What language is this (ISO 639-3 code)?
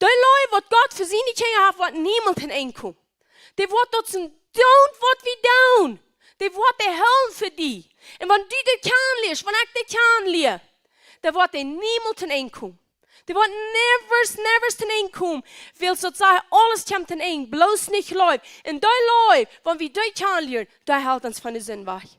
pdt